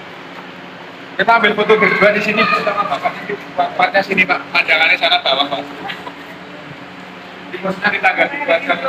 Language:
Indonesian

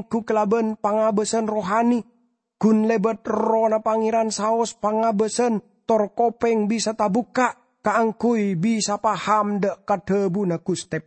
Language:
Madurese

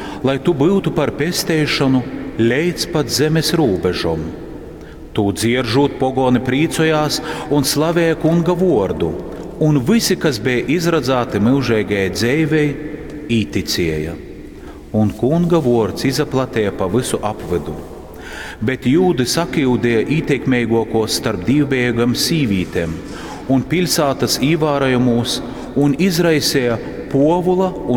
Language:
Latgalian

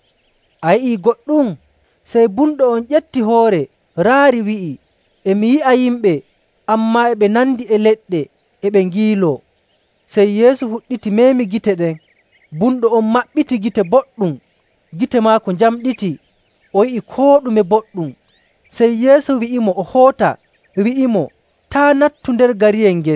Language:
Nigerian Fulfulde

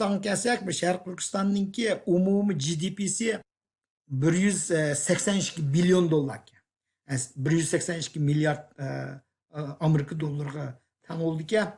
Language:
Uyghur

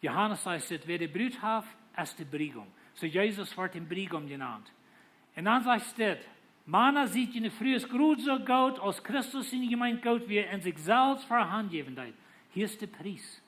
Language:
Plautdietsch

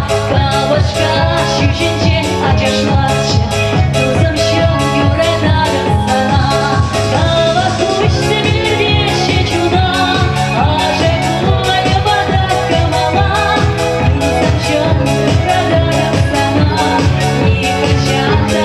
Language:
Chuvash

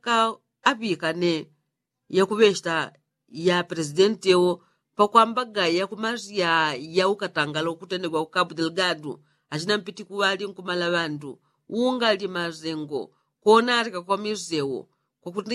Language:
Yao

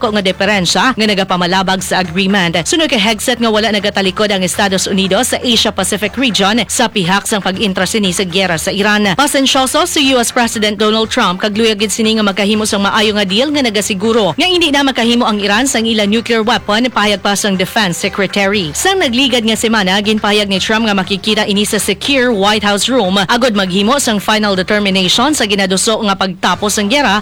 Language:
Hiligaynon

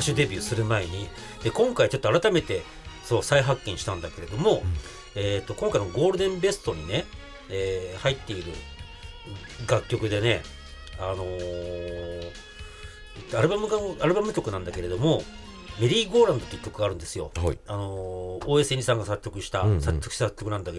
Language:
Japanese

